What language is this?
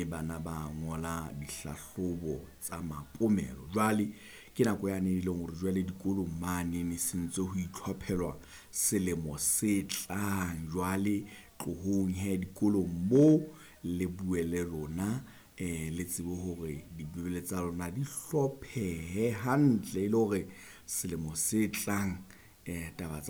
Southern Sotho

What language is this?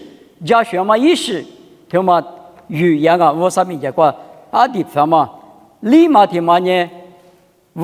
Lisu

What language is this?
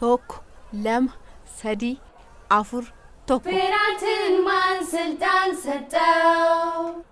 Oromo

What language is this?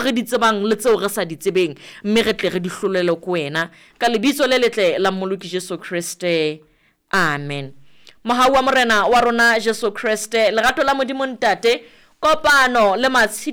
Southern Sotho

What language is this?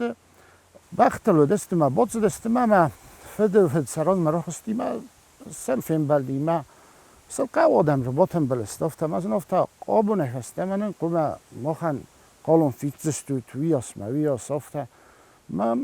Ossetic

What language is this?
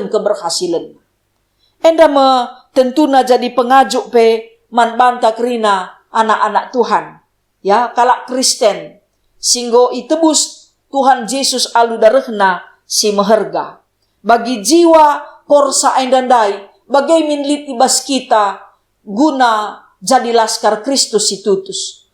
Batak Karo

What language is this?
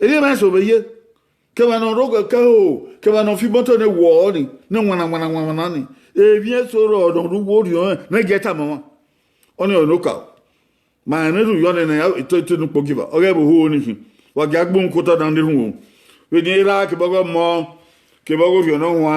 Bini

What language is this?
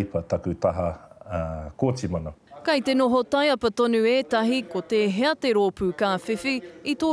Māori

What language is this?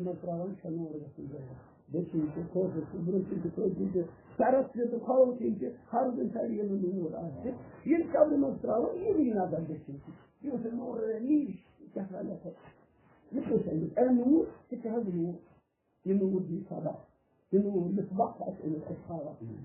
Kashmiri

